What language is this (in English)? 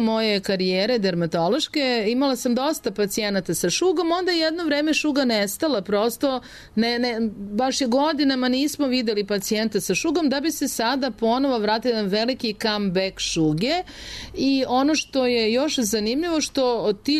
Serbian